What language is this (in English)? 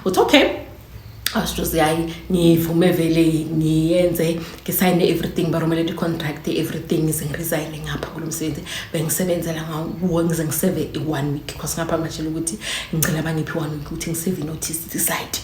Zulu